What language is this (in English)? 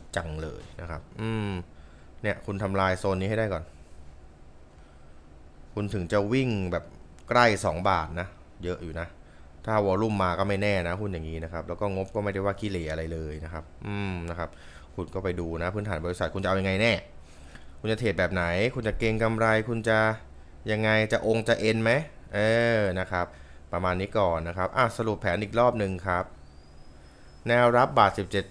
Thai